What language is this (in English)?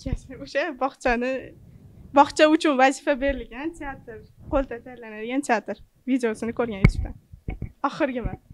Uzbek